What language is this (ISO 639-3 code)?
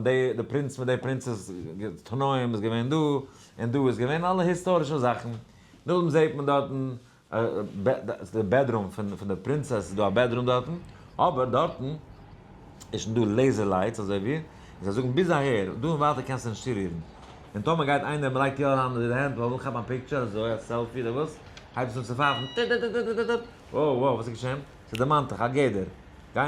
yid